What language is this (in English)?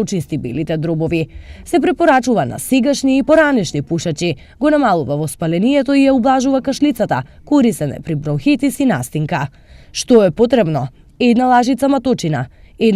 Macedonian